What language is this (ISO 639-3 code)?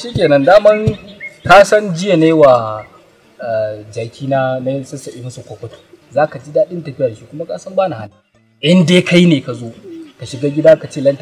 hau